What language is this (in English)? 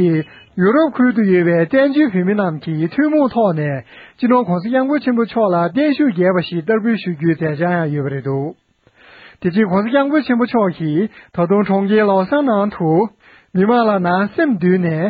Tibetan